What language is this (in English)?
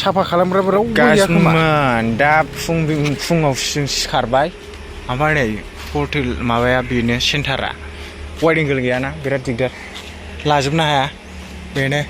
Bodo